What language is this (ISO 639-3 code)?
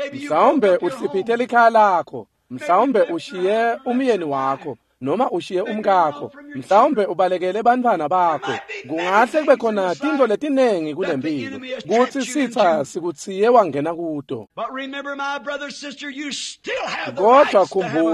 ssw